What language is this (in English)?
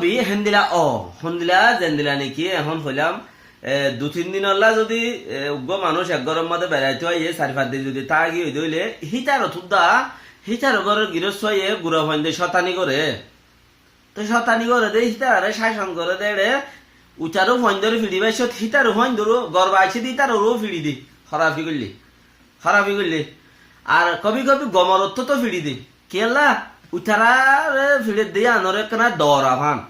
Rohingya